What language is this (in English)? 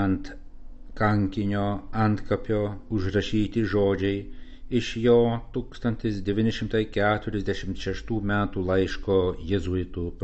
Lithuanian